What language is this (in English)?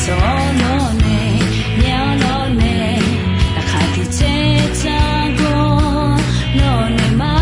Akha